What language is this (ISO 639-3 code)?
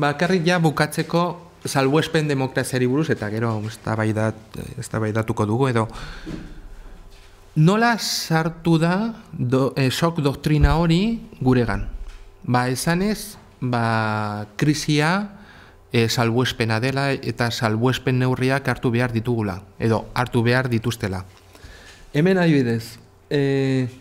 eus